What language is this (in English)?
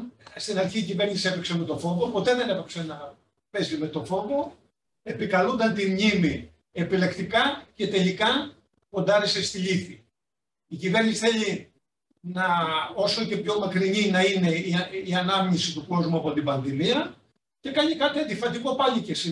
Greek